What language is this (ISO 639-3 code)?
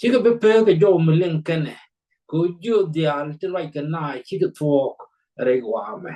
nus